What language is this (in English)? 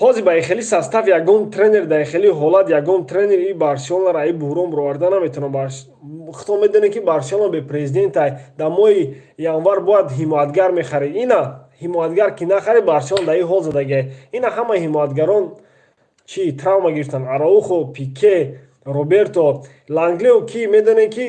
Tajik